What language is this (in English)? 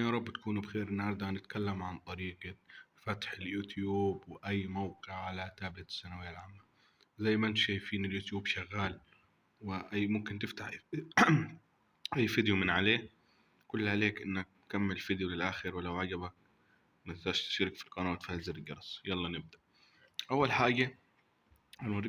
Egyptian Arabic